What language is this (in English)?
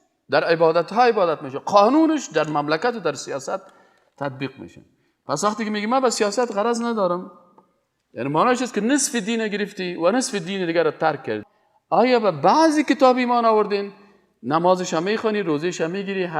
Persian